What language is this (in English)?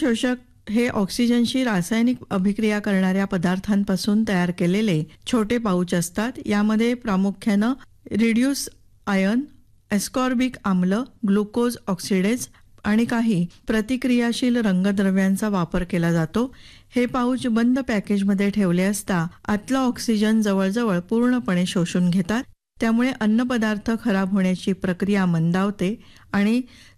Marathi